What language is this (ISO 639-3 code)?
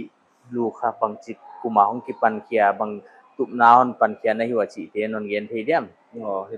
pck